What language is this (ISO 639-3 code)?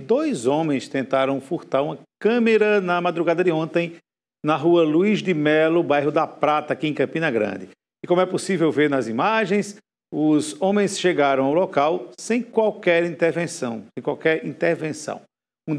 por